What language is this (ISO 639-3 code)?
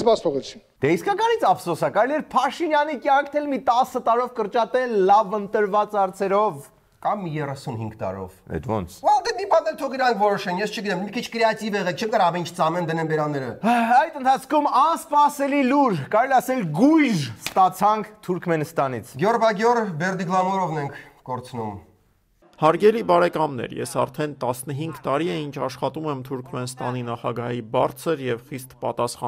hye